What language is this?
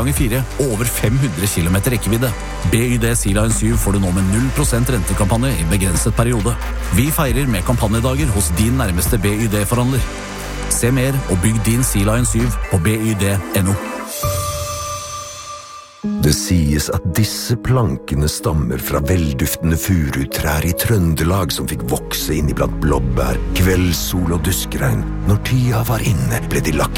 Norwegian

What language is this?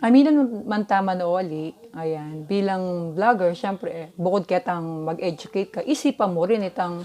Pampanga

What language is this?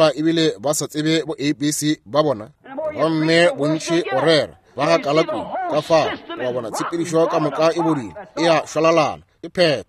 Northern Sotho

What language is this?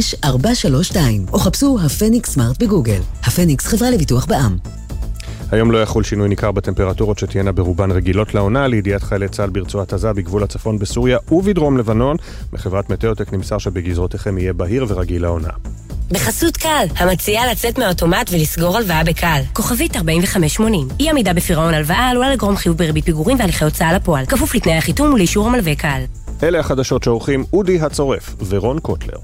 Hebrew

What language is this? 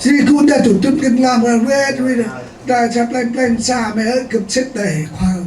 Central Mnong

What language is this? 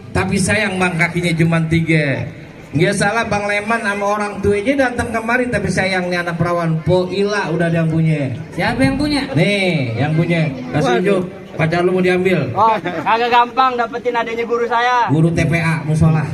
Betawi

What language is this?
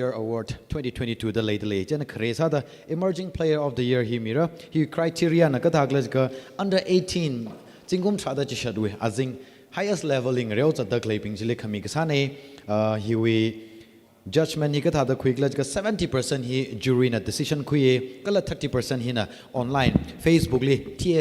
Tangkhul Naga (India)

